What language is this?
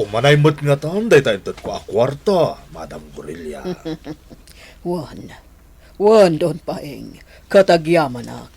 Iloko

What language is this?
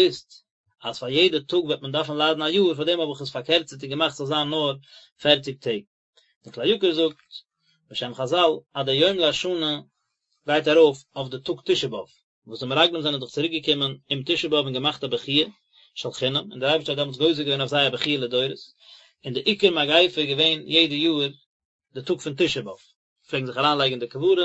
Yiddish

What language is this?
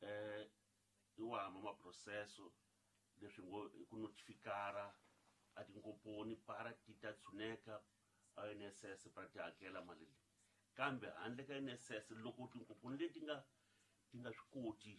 Tsonga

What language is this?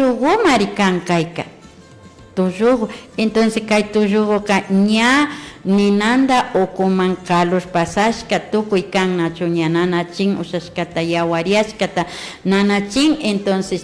Imbabura Highland Quichua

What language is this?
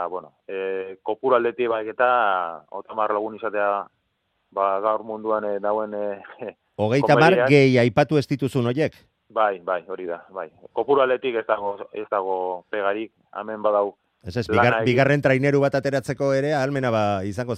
Basque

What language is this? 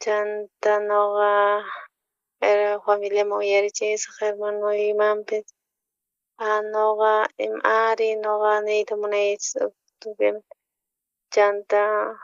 South Bolivian Quechua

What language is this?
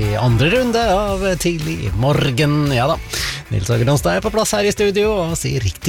Norwegian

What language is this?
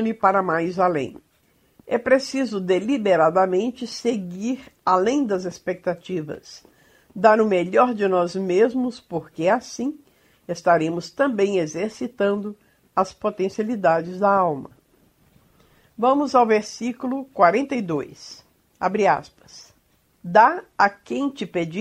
Portuguese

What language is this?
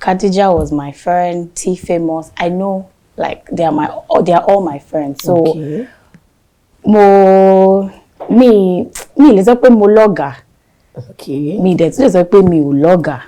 Yoruba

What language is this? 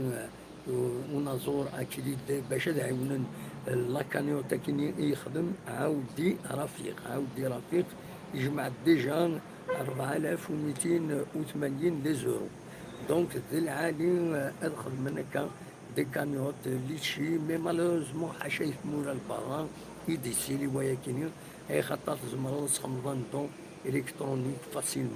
Kabyle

